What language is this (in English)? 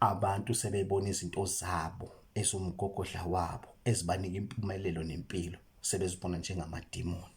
Zulu